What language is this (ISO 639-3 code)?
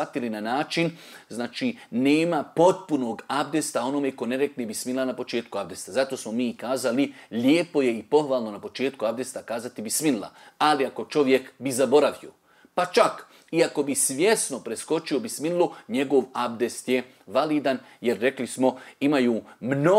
bos